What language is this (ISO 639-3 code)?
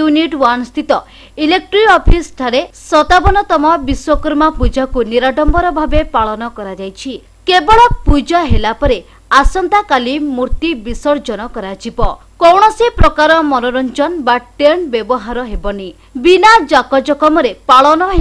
ori